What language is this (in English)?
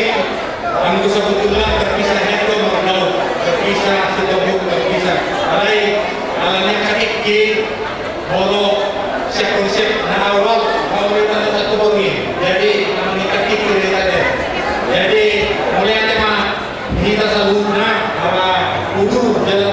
Batak Toba